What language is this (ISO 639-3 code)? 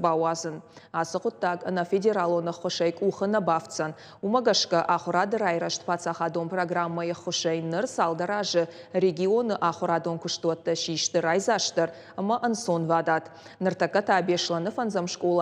oss